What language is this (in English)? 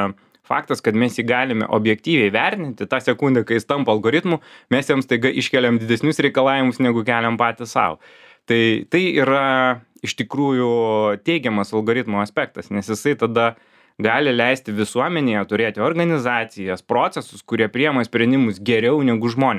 Lithuanian